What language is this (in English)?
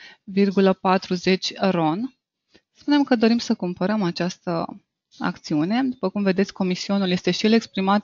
Romanian